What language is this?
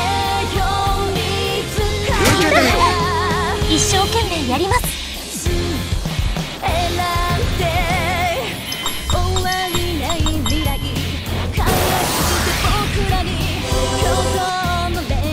Japanese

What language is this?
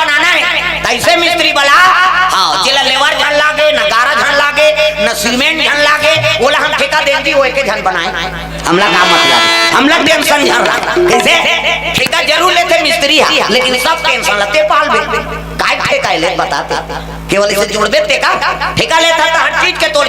Chhattisgarhi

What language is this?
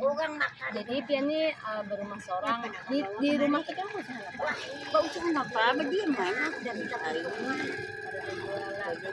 Banjar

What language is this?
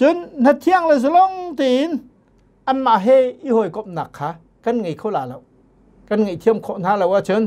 Hakha Chin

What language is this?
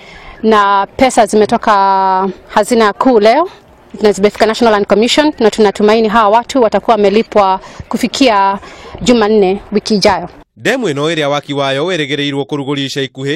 Kikuyu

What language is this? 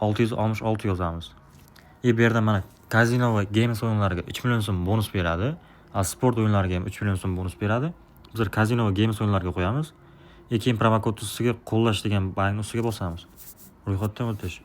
Uzbek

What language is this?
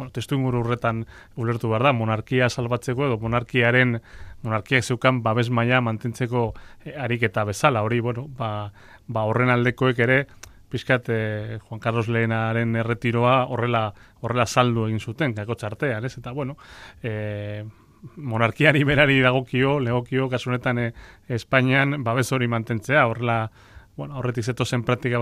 Basque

